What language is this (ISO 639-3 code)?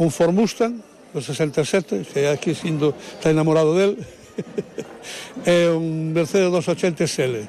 glg